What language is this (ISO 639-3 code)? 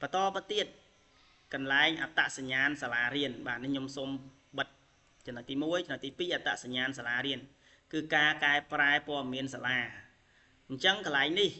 khm